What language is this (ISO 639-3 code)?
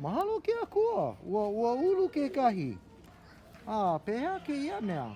haw